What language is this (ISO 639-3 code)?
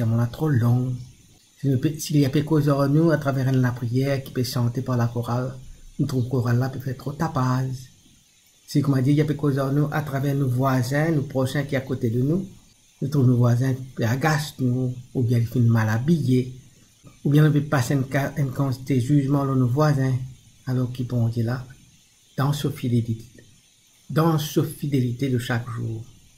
mfe